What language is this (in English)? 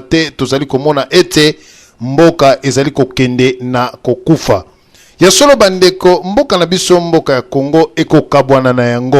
Lingala